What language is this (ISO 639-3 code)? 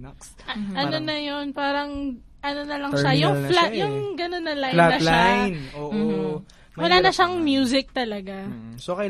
fil